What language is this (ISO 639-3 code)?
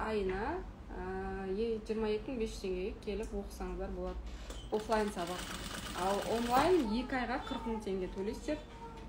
kaz